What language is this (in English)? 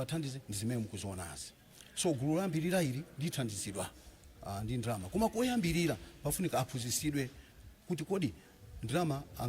Nyanja